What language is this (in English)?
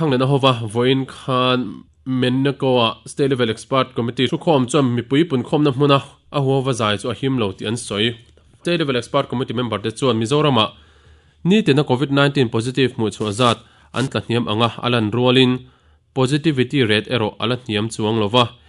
Mizo